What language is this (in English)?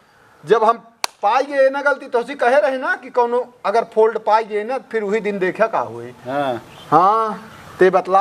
Awadhi